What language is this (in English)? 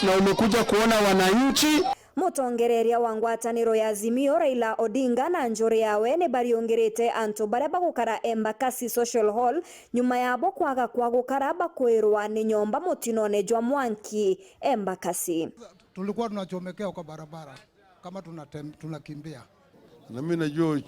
Meru